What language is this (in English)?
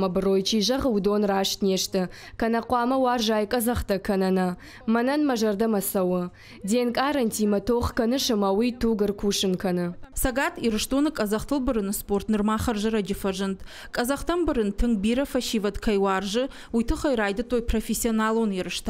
Ossetic